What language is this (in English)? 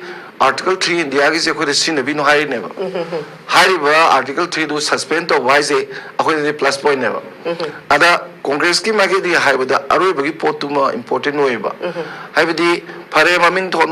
Manipuri